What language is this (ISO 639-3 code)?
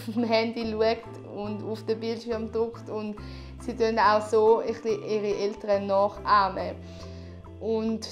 gsw